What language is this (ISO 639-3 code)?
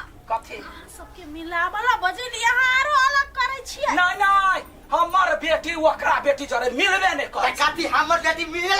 mai